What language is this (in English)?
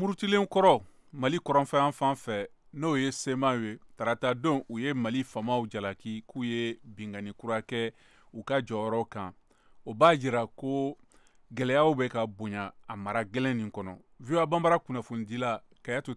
Bambara